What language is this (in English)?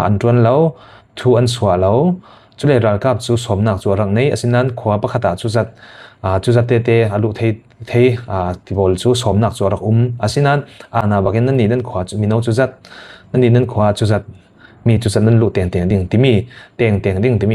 Falam Chin